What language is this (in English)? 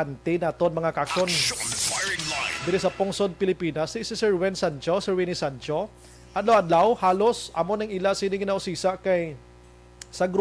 Hiligaynon